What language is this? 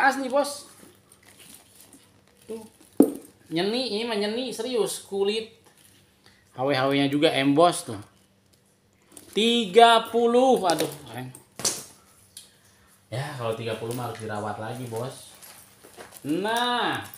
Indonesian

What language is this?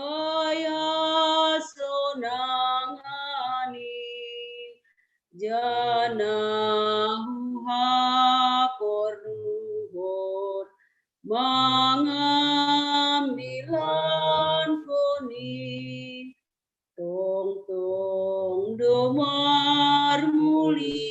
Batak Simalungun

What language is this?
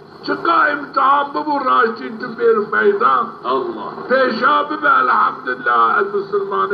Zaza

